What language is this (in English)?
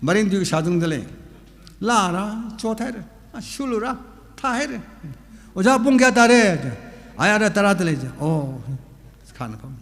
Tangkhul Naga (India)